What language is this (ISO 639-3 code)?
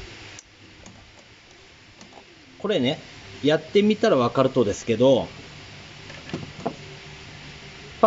jpn